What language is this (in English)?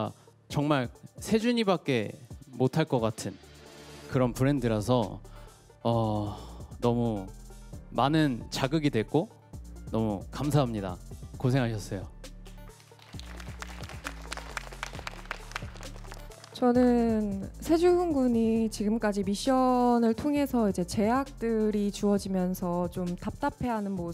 Korean